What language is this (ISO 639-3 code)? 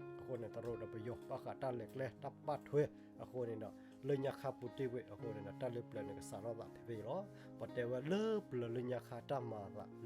ksw